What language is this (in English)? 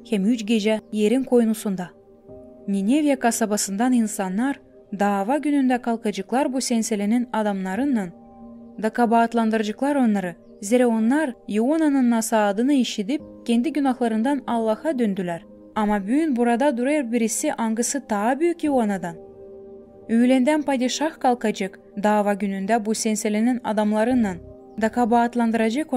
Gagauz